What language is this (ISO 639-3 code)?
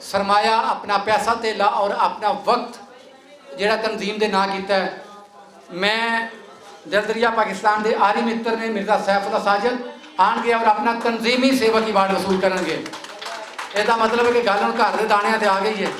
lah